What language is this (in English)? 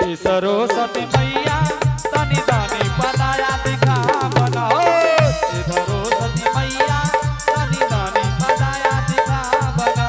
Angika